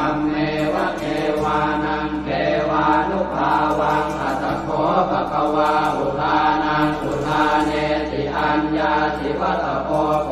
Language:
Pali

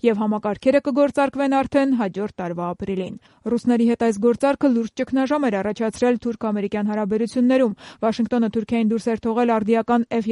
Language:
Armenian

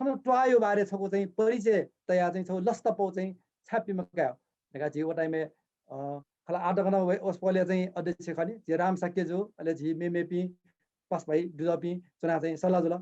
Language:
Newari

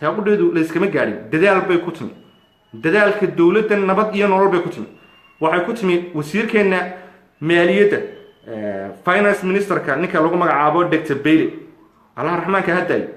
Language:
Somali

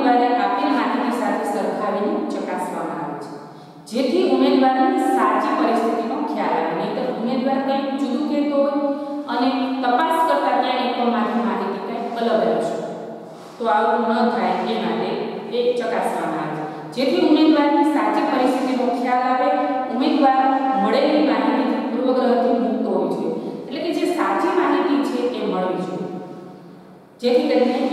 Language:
Gujarati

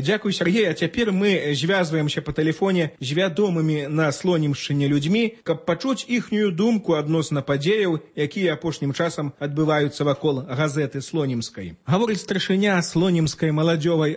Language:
Belarusian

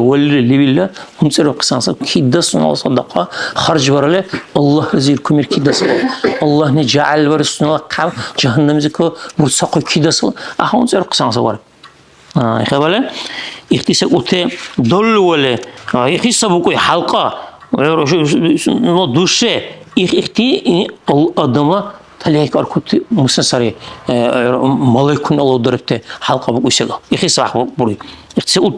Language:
Dargwa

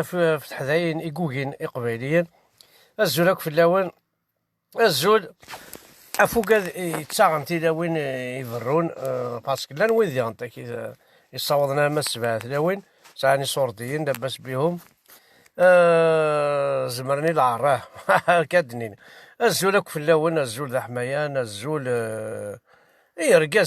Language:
Kabyle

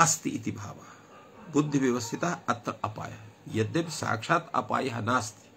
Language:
Sanskrit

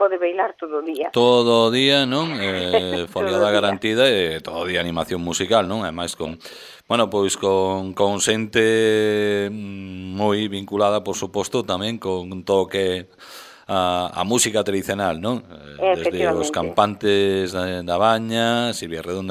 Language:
Galician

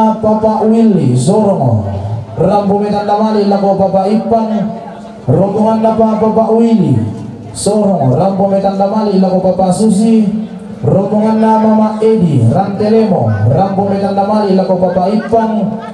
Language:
Toraja-Sa'dan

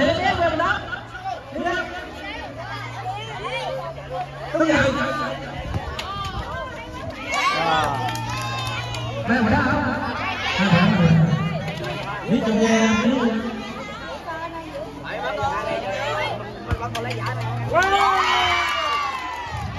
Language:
Vietnamese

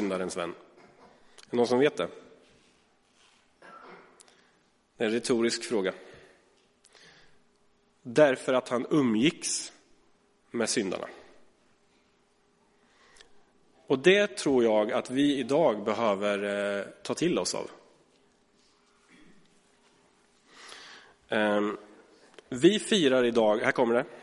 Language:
Swedish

